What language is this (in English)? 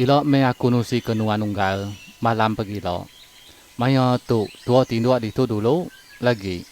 Iban